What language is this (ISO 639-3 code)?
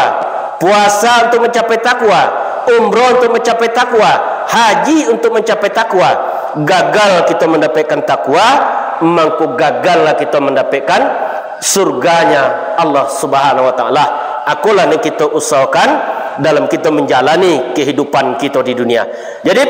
min